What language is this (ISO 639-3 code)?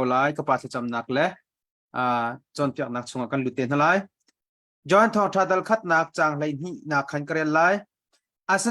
cnh